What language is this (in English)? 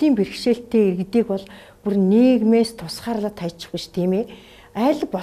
Mongolian